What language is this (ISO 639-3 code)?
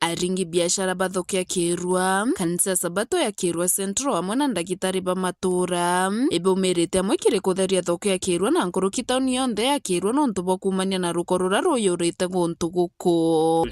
mer